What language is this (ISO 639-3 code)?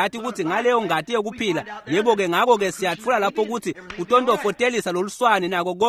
ssw